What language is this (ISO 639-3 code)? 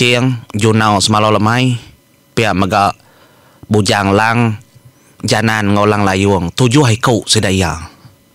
iba